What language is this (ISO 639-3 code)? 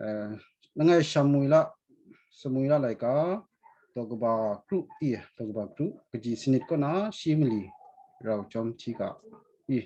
kac